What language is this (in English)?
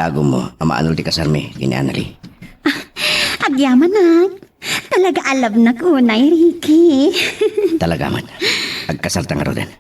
Iloko